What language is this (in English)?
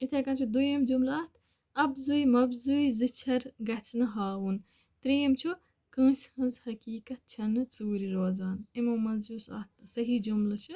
Kashmiri